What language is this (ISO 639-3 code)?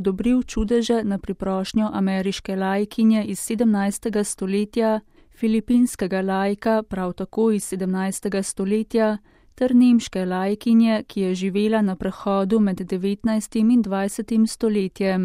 slv